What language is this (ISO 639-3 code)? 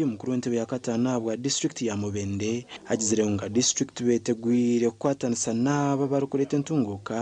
nyn